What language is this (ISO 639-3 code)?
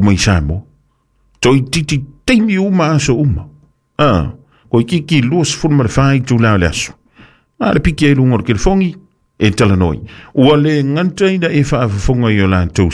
smo